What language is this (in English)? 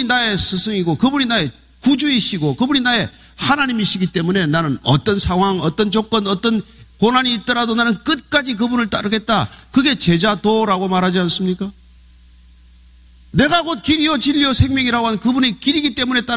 Korean